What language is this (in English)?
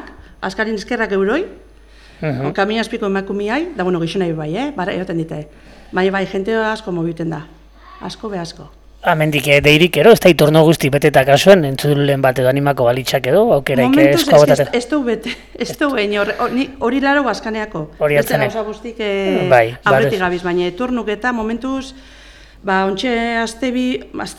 Basque